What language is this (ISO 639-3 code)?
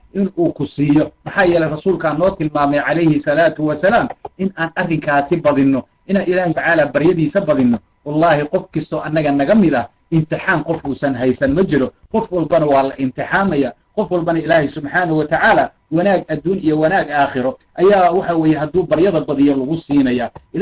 som